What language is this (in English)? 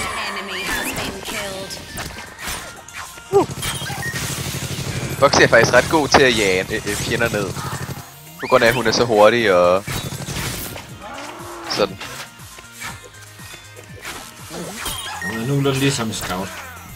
Danish